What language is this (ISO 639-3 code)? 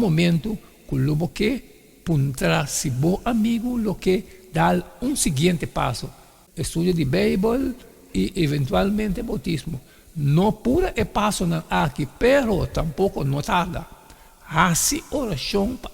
pap